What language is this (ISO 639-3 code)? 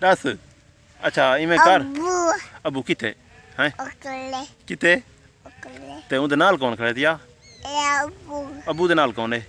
skr